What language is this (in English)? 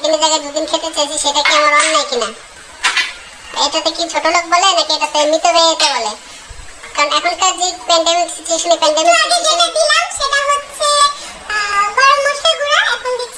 Bangla